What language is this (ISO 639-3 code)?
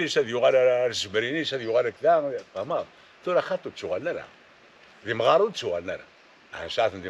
kab